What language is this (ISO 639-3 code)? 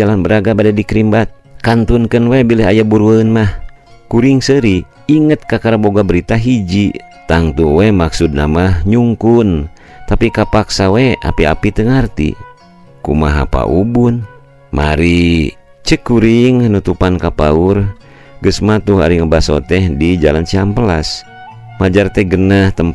sun